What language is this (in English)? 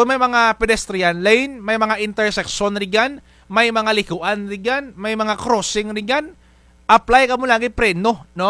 Kinaray-a